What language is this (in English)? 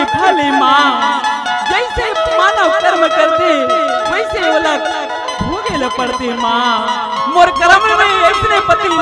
Chhattisgarhi